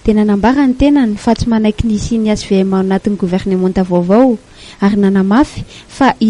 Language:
Malagasy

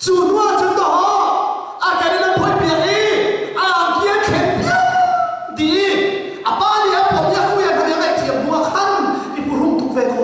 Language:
Hakha Chin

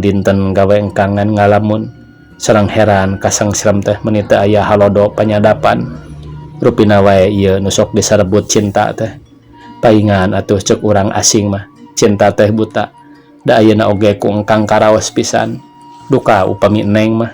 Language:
Sundanese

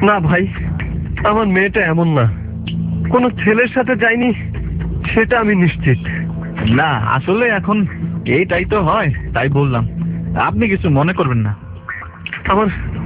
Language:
Bangla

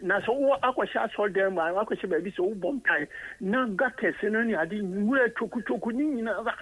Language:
Akan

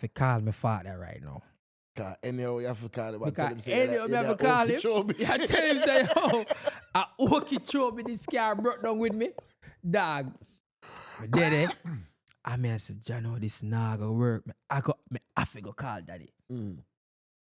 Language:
Jamaican Creole English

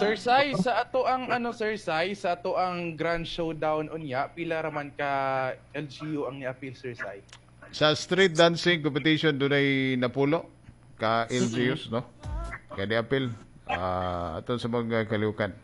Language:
Cebuano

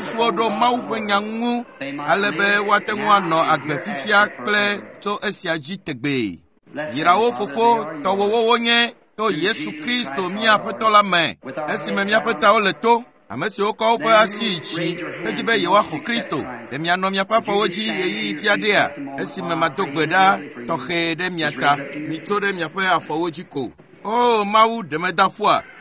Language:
Ewe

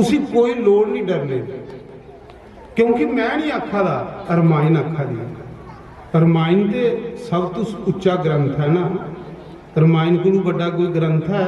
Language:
Dogri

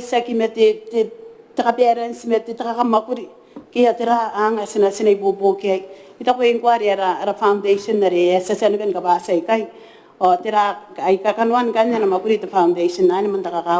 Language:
Gilbertese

